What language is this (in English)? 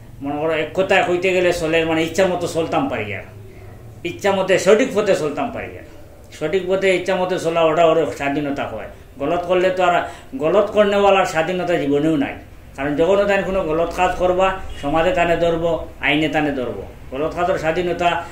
Sylheti